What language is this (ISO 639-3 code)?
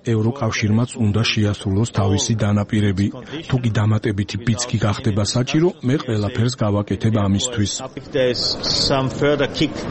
kat